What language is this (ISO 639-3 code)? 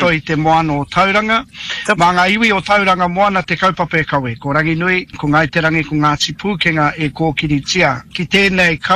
mri